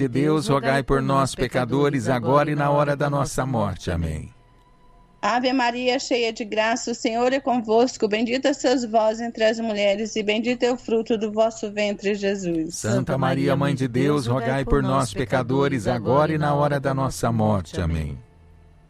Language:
Portuguese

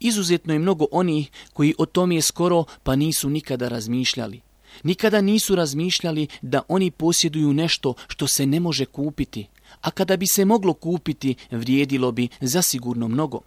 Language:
Bosnian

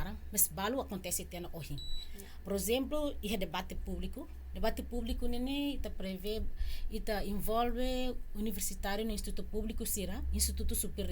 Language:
Tetum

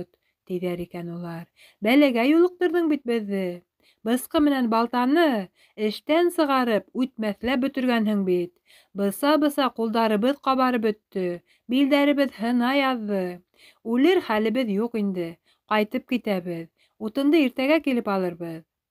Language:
Bashkir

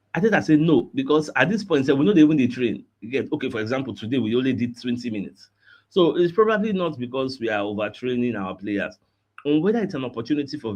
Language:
Nigerian Pidgin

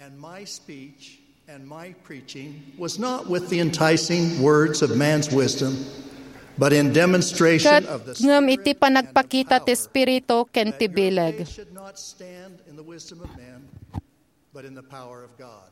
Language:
Iloko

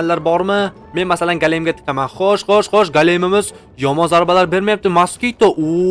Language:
Uzbek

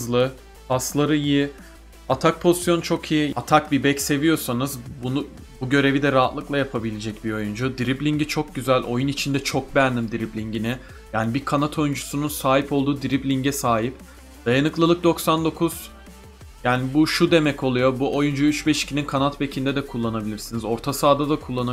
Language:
Turkish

